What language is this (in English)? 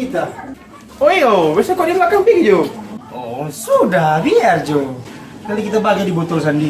Manado Malay